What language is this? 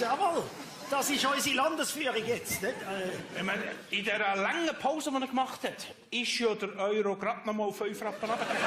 Swiss German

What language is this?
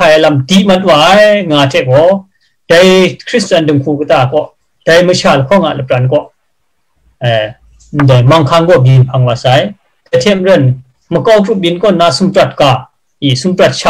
Kachin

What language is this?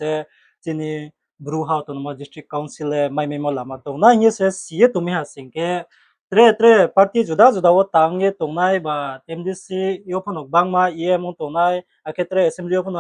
Riang (India)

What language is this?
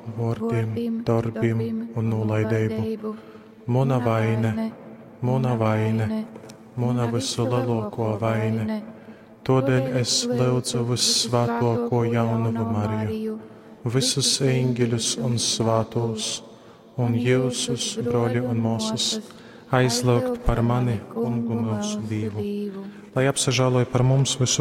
Latgalian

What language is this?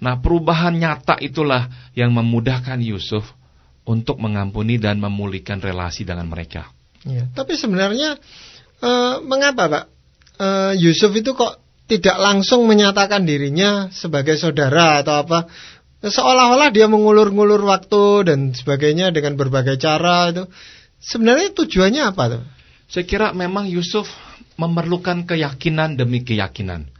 Indonesian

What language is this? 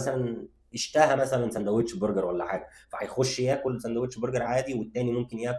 Egyptian Arabic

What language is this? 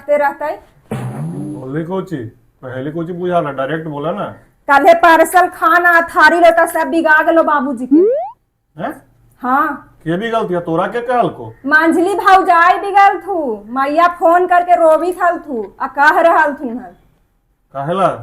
Magahi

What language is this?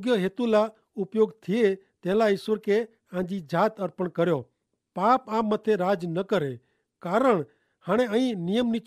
Kachhi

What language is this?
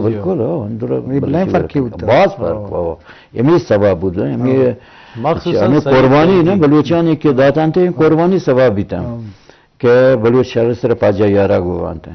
Eastern Balochi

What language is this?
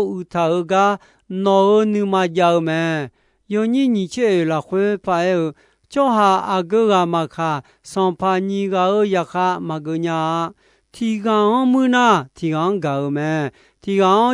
Akha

